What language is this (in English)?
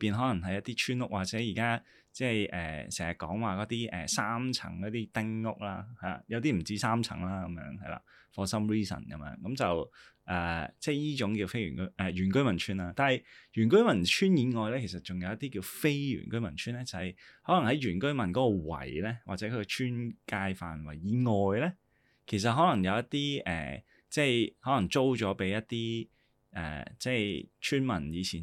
Cantonese